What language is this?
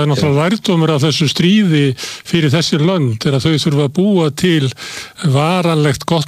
Icelandic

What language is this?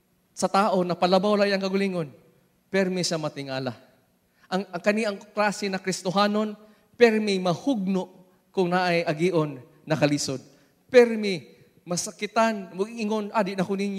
Cebuano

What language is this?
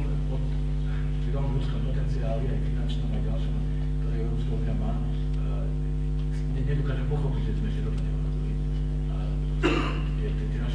Slovak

